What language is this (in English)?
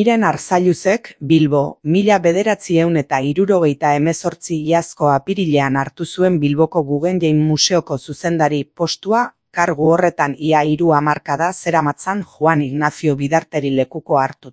Basque